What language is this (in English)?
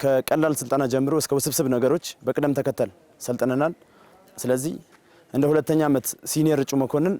Amharic